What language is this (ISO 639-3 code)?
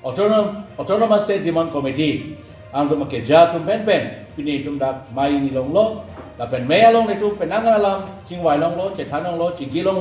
mjw